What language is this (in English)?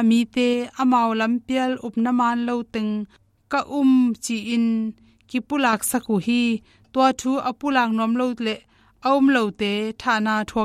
Tedim Chin